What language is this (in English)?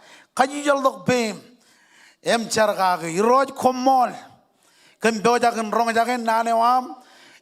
Marshallese